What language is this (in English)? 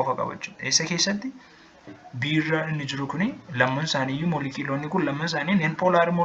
Oromo